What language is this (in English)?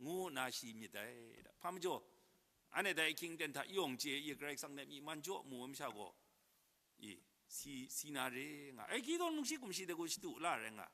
Kachin